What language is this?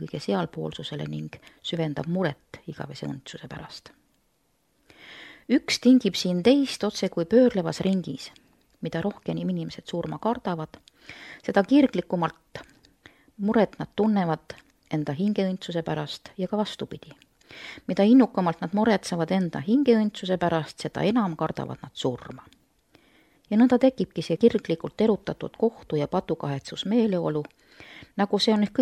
Estonian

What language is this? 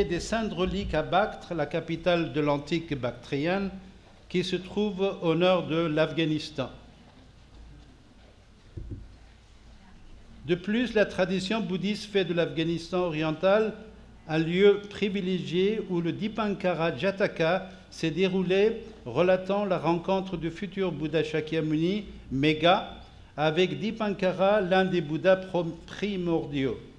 French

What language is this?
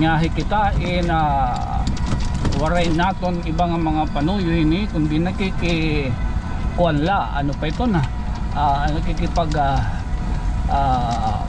Waray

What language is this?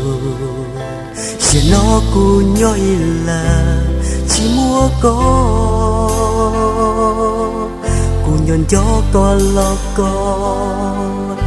Hmong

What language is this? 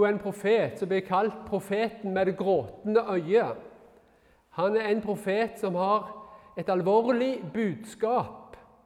Norwegian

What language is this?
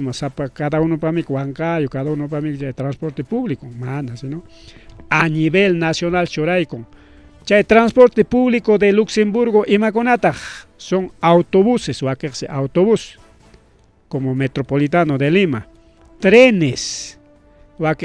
Ayacucho Quechua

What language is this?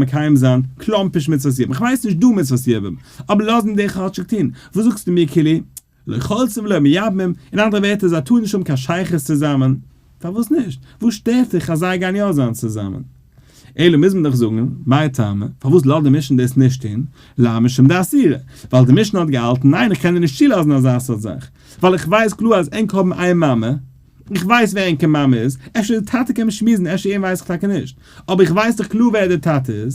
Yiddish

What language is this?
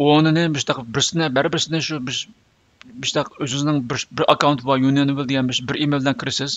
Uyghur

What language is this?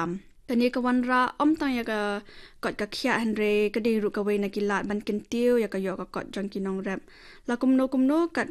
Khasi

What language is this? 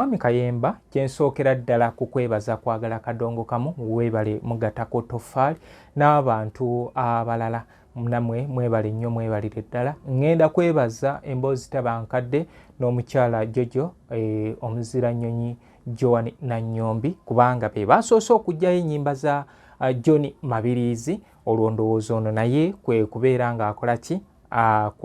Ganda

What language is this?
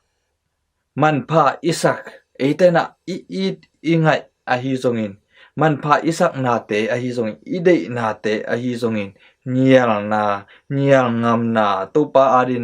Tedim Chin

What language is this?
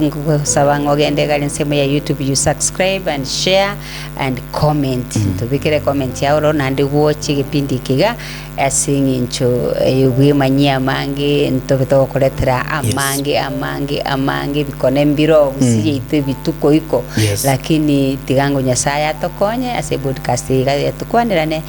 Gusii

